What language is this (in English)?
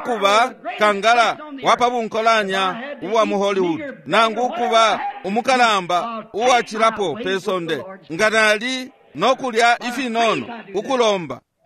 Bemba